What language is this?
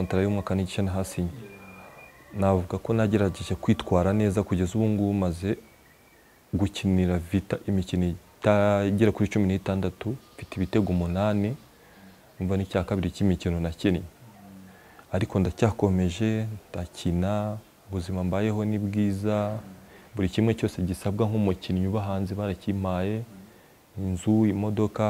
Kinyarwanda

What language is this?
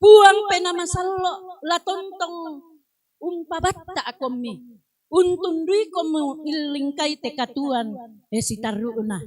Toraja-Sa'dan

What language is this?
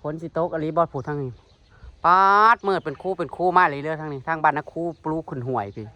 Northeastern Thai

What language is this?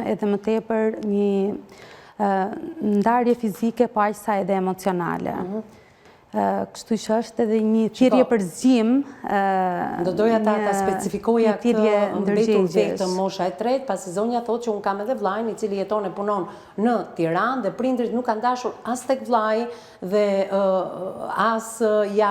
Albanian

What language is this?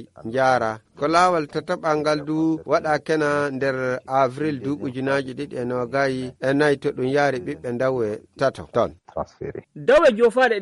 Nigerian Fulfulde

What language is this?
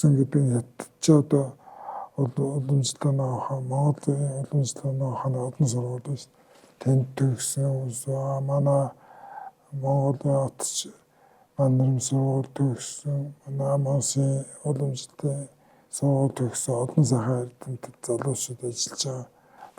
Mongolian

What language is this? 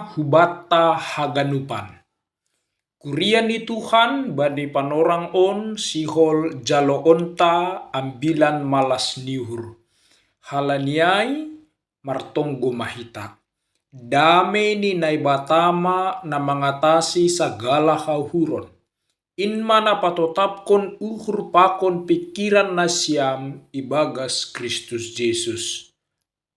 Batak Simalungun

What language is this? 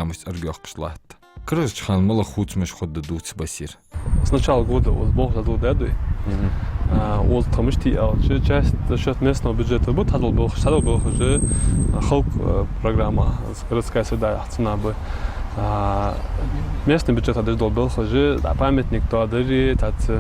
Ingush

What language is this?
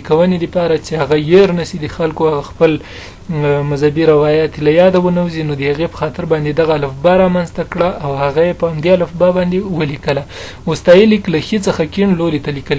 Pashto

